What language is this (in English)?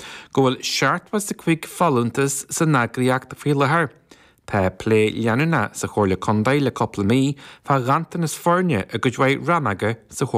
Irish